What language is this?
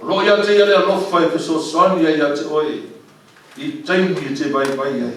Samoan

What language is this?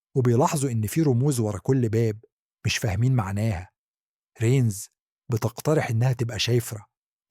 Egyptian Arabic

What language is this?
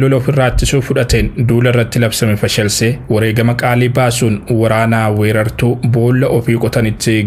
Oromo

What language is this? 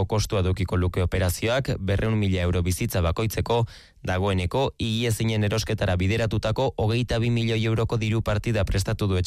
Basque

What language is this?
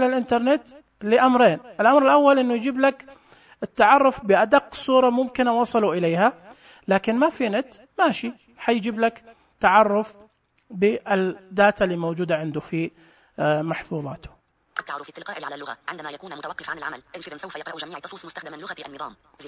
Najdi Arabic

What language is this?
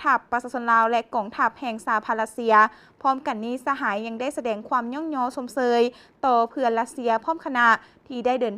Lao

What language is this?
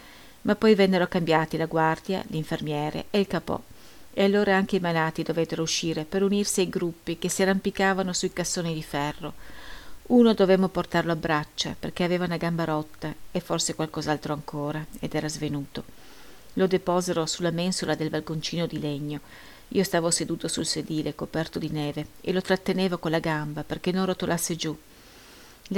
Italian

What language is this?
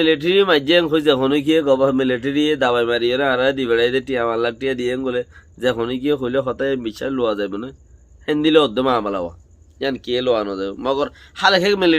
Rohingya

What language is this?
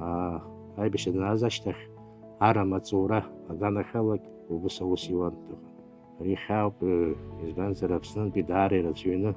Abkhazian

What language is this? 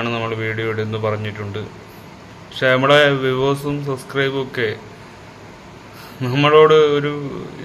Malayalam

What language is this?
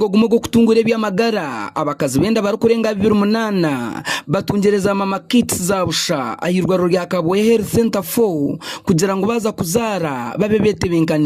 Nyankole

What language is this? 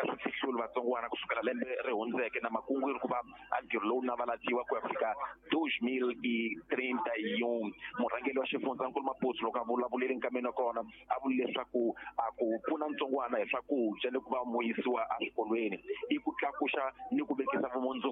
Tsonga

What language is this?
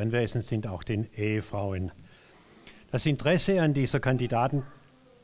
German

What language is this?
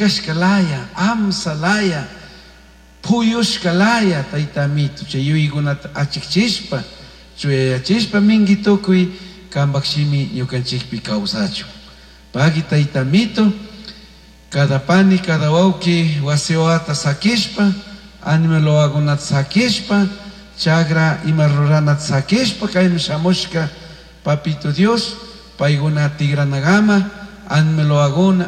Chimborazo Highland Quichua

